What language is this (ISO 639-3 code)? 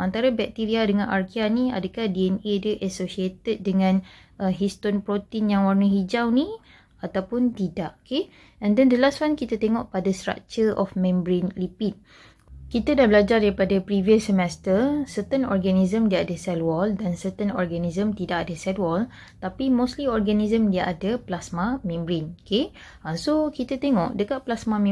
msa